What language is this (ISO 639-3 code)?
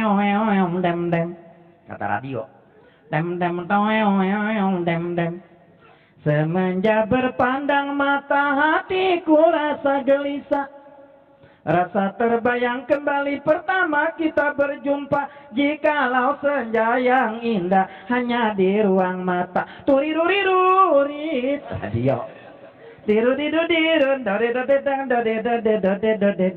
bew